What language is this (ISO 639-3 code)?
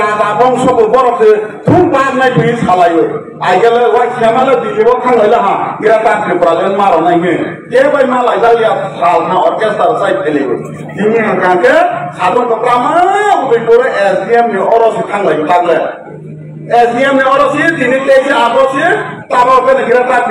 trp